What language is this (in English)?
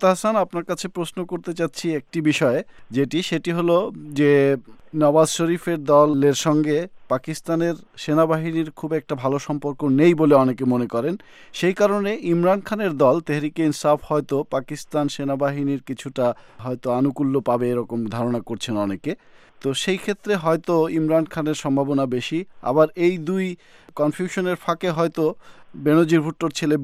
Bangla